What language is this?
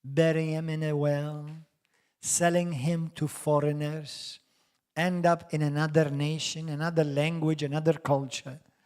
English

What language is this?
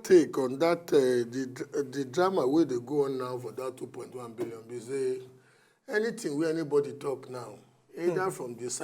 Nigerian Pidgin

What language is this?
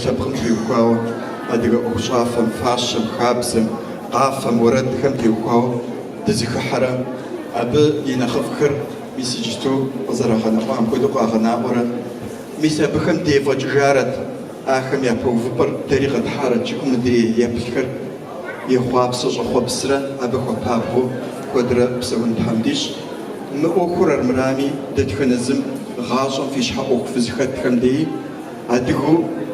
Kabardian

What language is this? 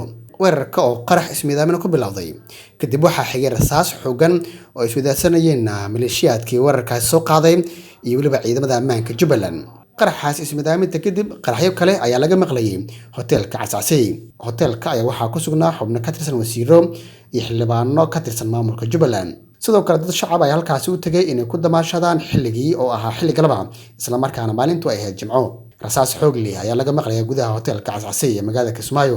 Somali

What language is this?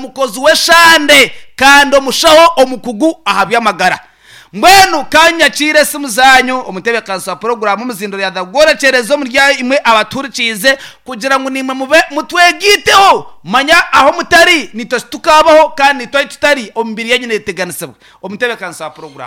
Nyankole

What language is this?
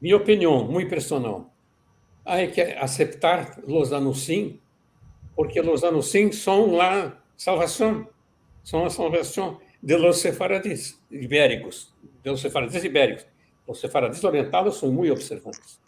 Ladino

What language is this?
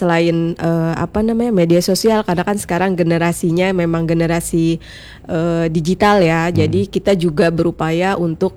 Indonesian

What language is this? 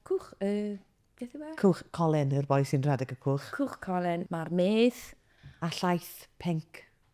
Welsh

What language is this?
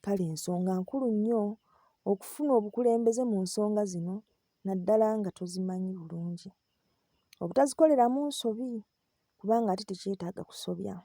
Ganda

